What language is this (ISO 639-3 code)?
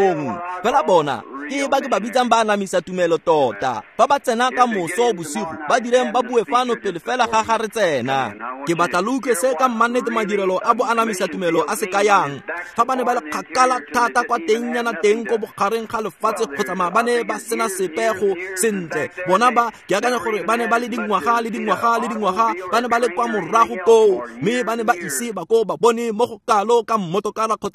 tsn